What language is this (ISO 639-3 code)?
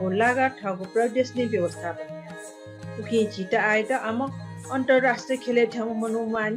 new